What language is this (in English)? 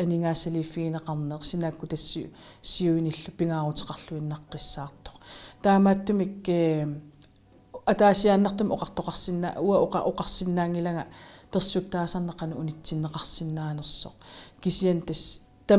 Kalaallisut